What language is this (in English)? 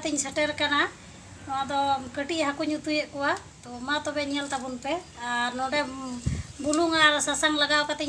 Santali